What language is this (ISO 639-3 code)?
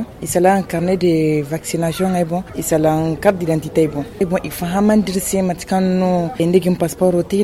dje